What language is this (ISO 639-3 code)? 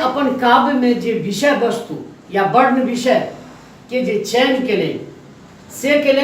mai